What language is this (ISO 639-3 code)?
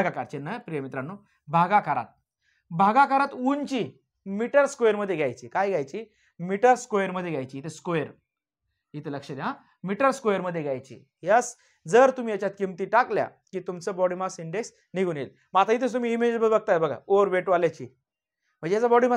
mar